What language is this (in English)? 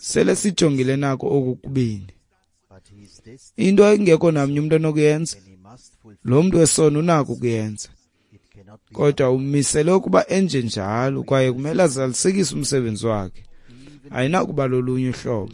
Xhosa